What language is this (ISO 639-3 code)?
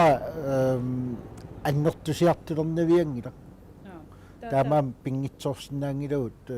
kal